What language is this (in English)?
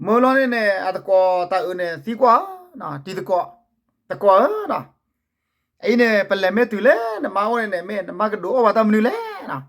S'gaw Karen